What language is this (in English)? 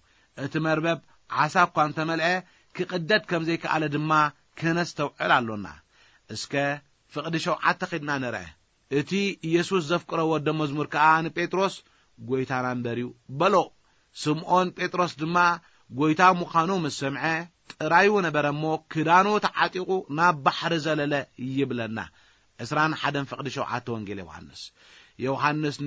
Tigrinya